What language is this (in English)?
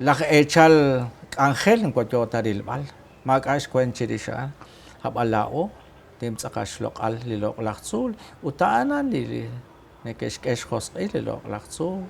Kekchí